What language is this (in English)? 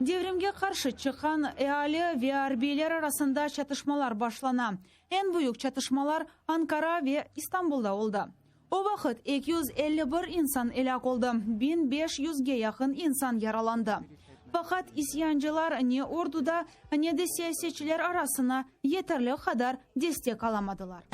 Crimean Tatar